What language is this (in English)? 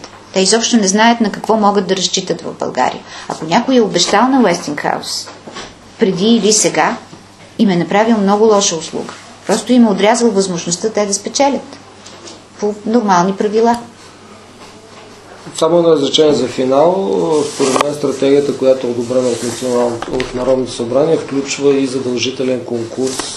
Bulgarian